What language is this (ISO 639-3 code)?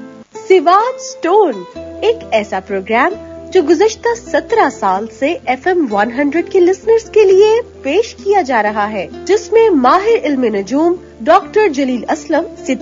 urd